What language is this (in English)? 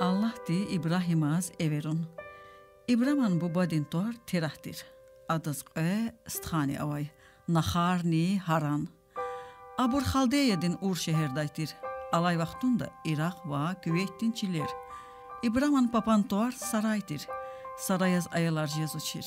Lezghian